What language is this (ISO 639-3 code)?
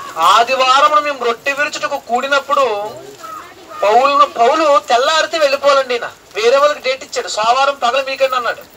tel